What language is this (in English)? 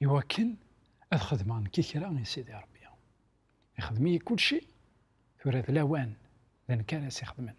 Kabyle